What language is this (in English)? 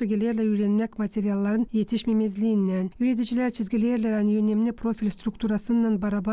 Gagauz